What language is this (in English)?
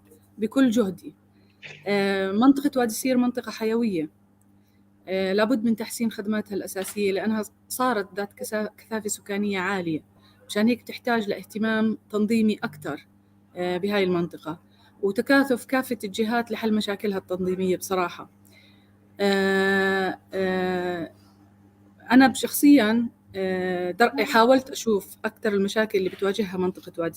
North Levantine Arabic